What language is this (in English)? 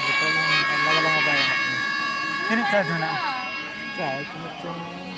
Santali